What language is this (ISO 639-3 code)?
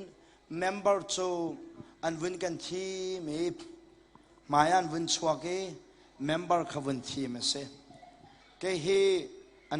cnh